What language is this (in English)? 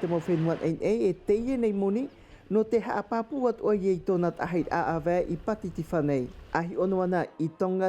Tahitian